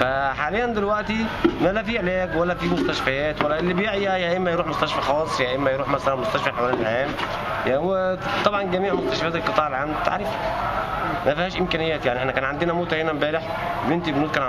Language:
Egyptian Arabic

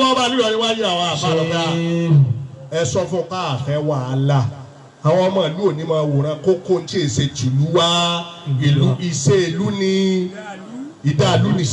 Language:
Yoruba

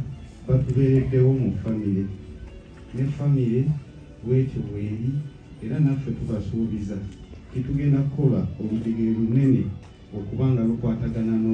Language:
Ganda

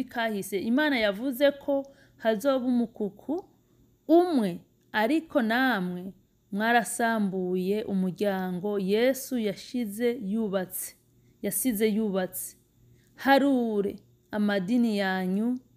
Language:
Rundi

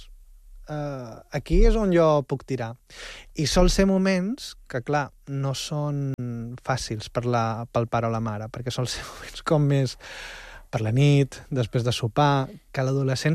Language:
Catalan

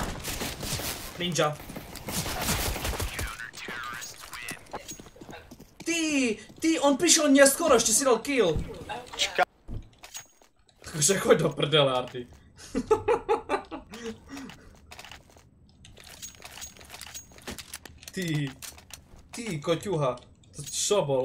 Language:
Slovak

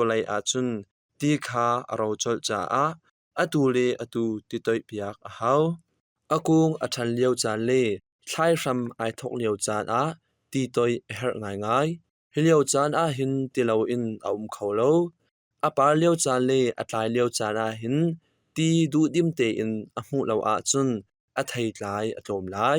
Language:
Hakha Chin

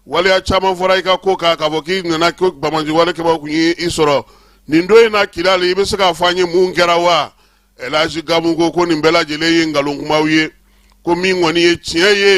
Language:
Bambara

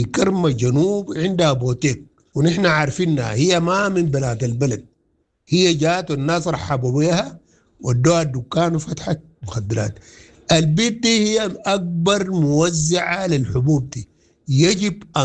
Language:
Sudanese Arabic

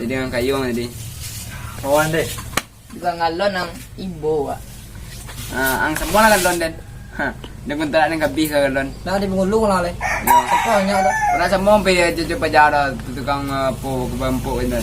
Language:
Minangkabau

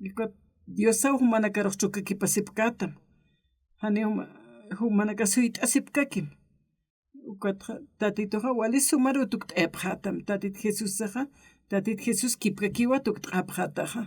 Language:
Aymara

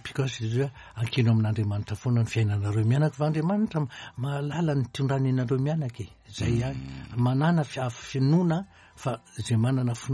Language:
Malagasy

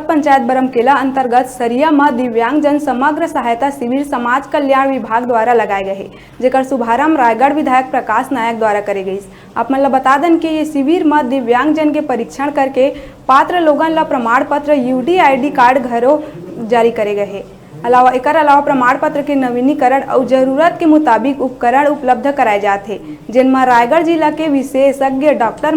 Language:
Chhattisgarhi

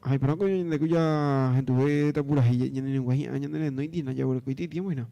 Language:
Guarani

